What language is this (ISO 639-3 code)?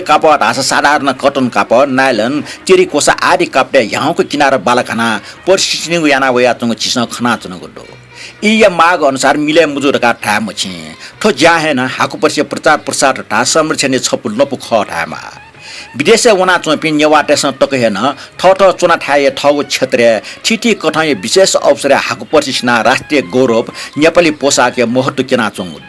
new